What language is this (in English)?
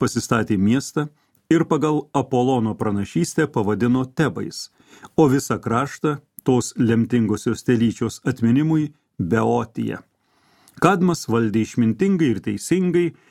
Lithuanian